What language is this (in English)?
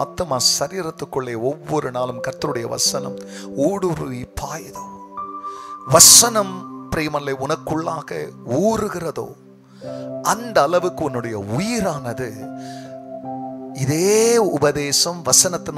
Tamil